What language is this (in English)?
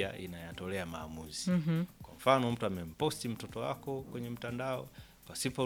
Swahili